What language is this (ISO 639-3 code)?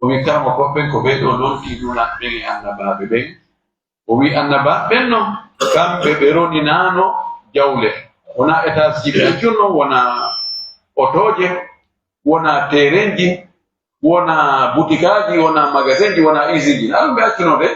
ful